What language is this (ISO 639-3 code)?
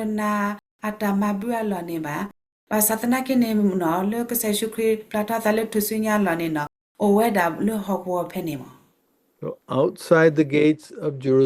ksw